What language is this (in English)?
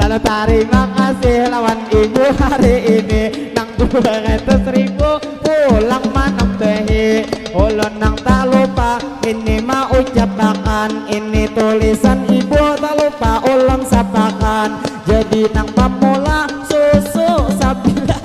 Banjar